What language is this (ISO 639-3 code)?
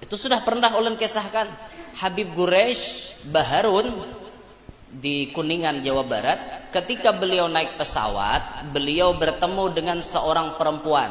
bjn